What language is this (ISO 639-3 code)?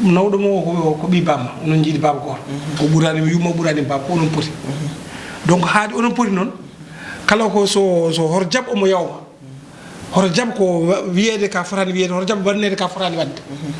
ful